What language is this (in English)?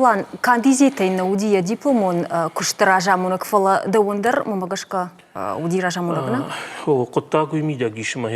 Ossetic